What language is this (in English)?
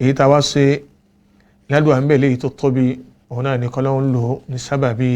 Yoruba